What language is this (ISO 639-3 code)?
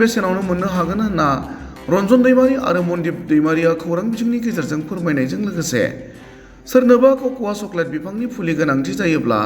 brx